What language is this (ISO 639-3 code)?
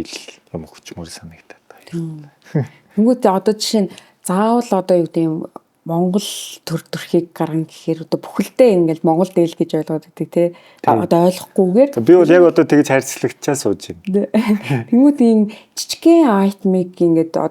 mon